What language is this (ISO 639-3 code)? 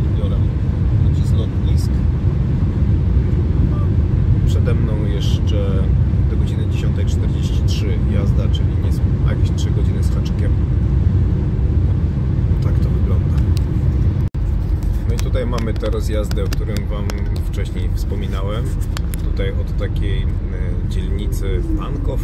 pol